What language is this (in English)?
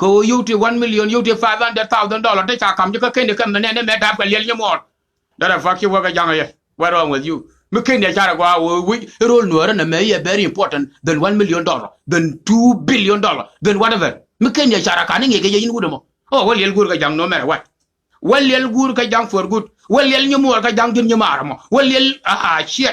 Nuer